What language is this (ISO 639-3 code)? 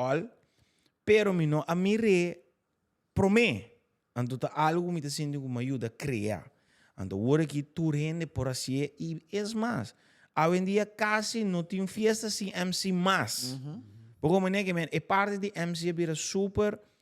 pap